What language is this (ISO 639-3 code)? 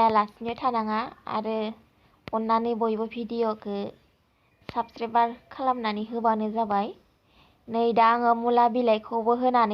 brx